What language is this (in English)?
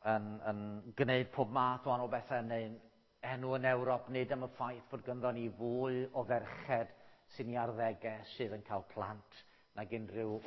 Welsh